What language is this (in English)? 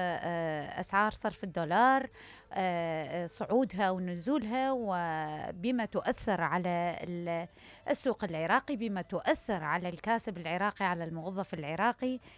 Mesopotamian Arabic